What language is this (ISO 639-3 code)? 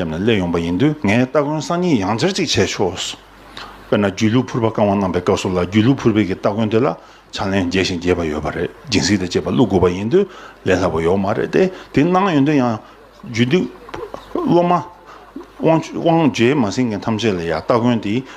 bod